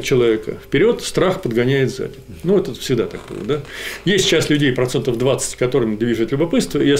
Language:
Russian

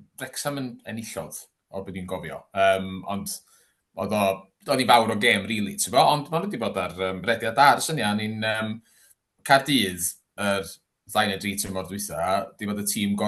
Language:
Welsh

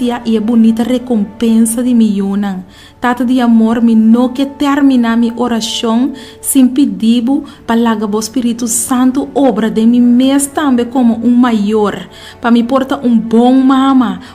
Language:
Papiamento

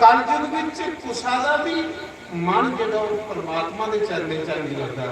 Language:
Dogri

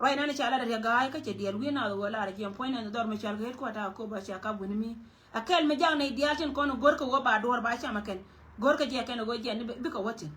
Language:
Nuer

